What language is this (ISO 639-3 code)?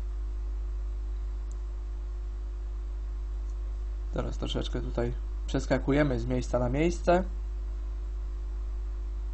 pol